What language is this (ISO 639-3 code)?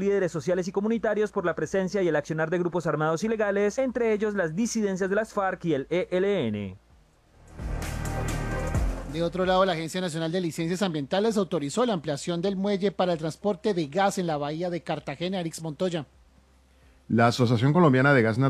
spa